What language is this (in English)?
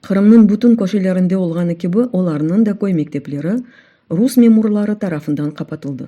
Crimean Tatar